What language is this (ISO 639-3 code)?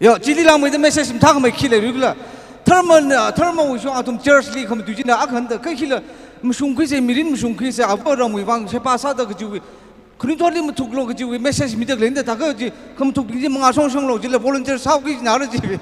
nmf